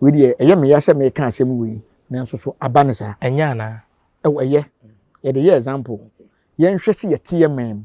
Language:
Akan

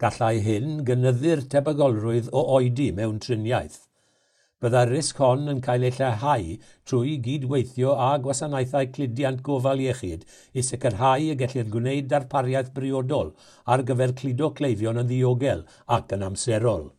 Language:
Welsh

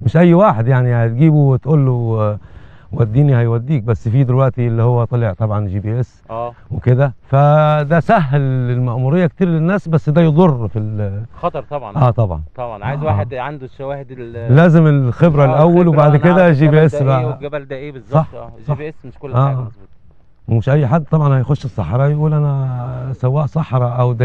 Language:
Egyptian Arabic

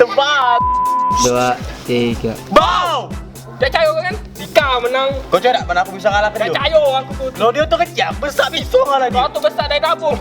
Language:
Musi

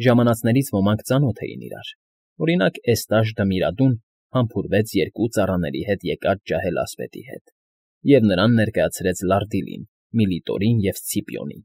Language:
Armenian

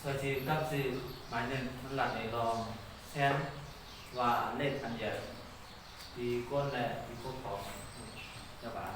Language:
Shan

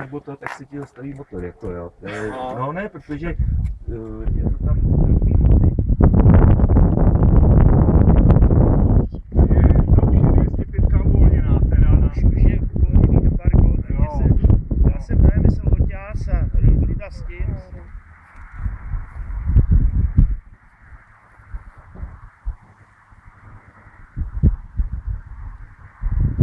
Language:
Czech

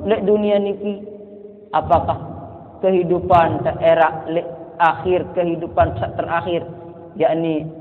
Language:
Sasak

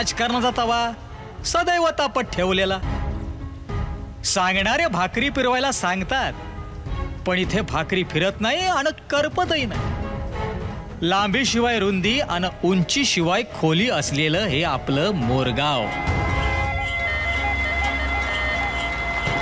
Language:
Marathi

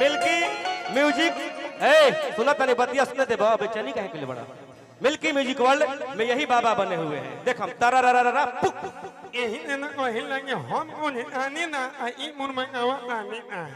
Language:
Magahi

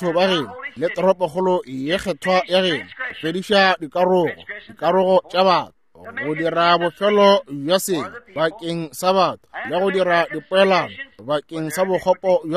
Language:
Northern Sotho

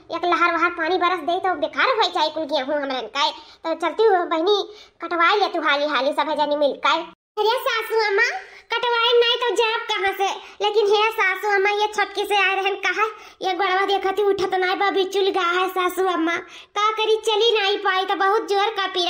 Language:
Awadhi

